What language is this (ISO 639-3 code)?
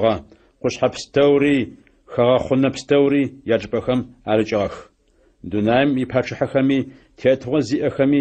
ady